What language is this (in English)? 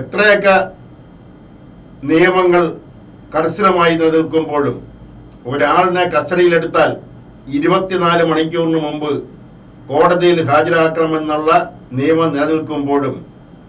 Malayalam